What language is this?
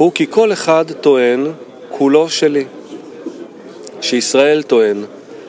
Hebrew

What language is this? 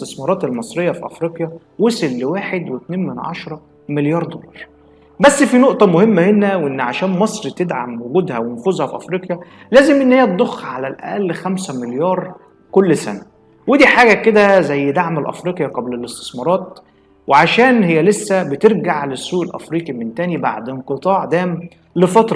Egyptian Arabic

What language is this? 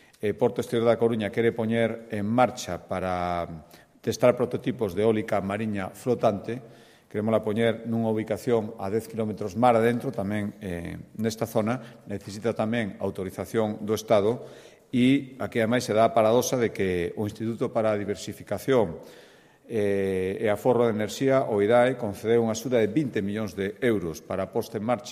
Galician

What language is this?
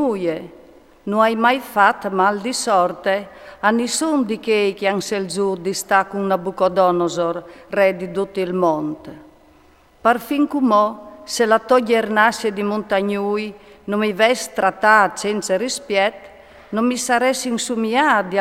Friulian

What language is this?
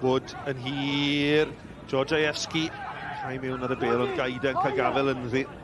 Welsh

